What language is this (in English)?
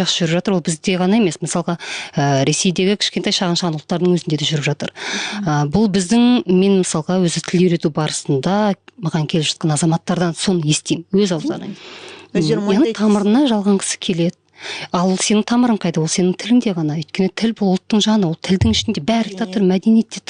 Kazakh